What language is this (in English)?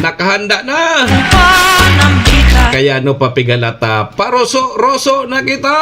Bikol